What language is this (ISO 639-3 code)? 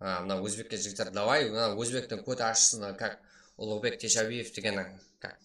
kaa